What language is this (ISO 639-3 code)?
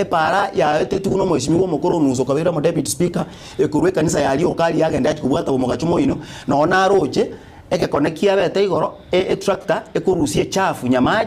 guz